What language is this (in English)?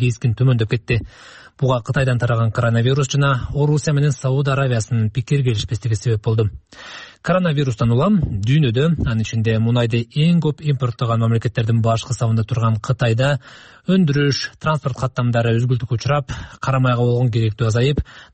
Kyrgyz